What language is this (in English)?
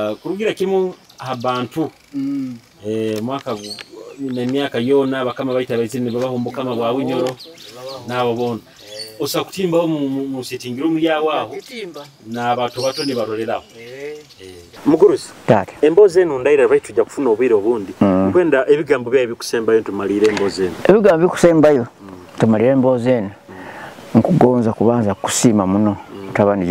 Nyoro